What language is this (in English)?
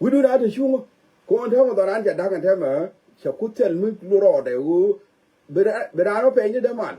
Nuer